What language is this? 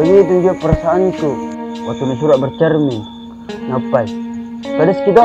Makassar Malay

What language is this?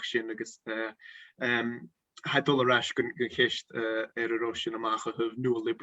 Scottish Gaelic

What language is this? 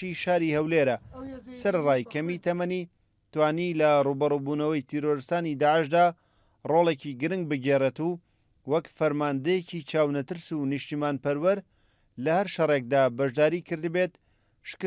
Central Kurdish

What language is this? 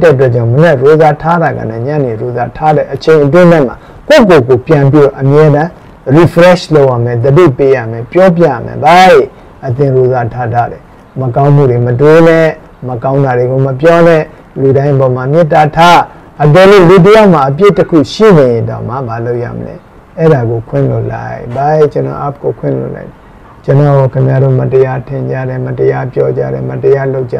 Burmese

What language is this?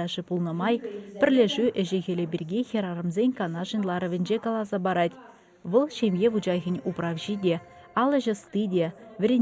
Chuvash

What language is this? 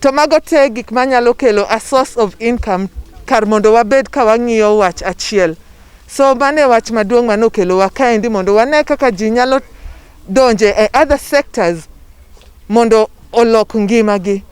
Luo (Kenya and Tanzania)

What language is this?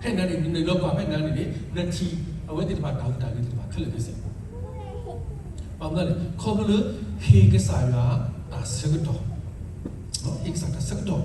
S'gaw Karen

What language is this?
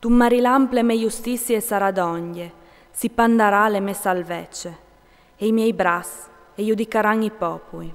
Friulian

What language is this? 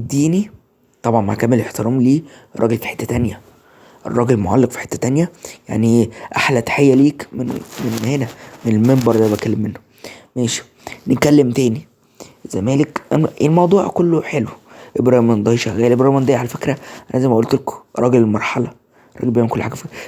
Egyptian Arabic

